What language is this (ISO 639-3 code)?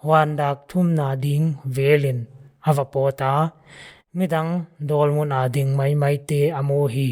pck